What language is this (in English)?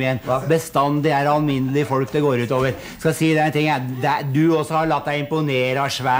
Norwegian